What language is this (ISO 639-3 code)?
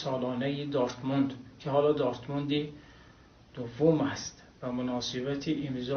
tgk